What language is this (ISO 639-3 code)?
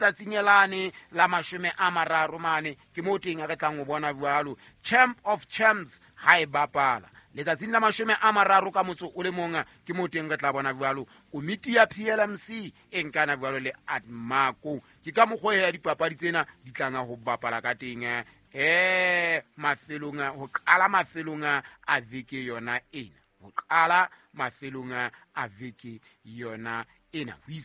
sot